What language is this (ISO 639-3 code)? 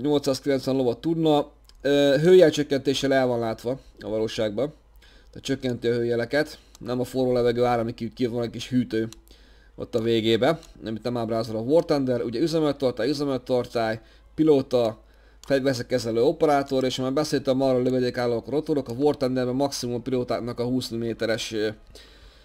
hun